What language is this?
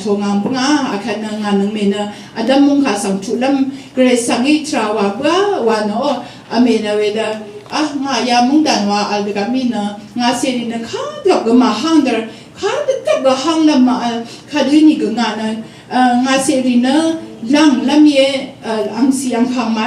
Rawang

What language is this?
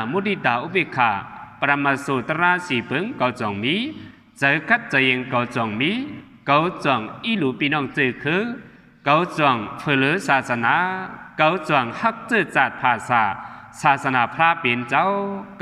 Shan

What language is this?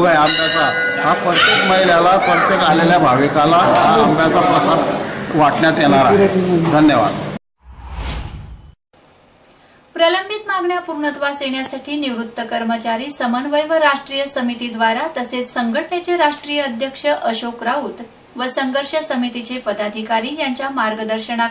Marathi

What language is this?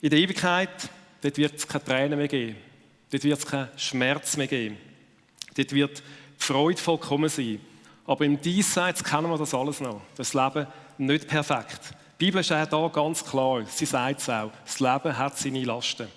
Swiss German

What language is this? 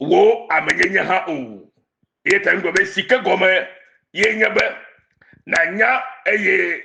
Ewe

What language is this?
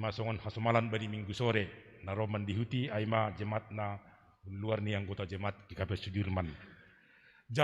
Batak Simalungun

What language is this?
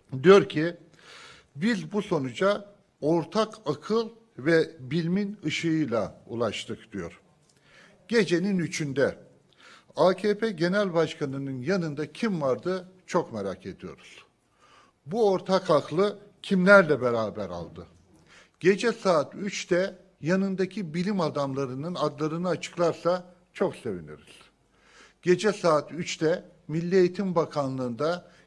Turkish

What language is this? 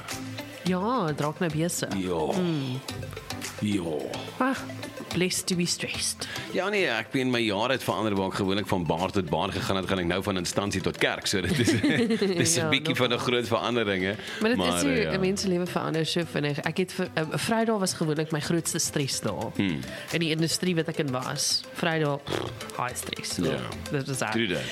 Afrikaans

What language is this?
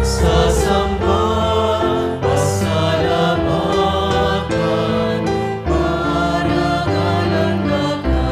Pampanga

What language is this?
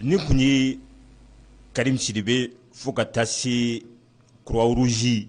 Bambara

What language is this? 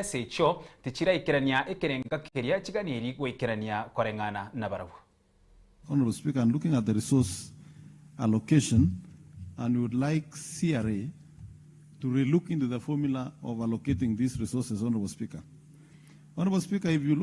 Gusii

